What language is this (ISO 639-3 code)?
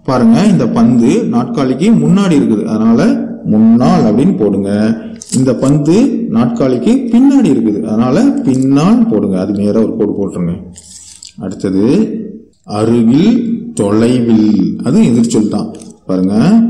tam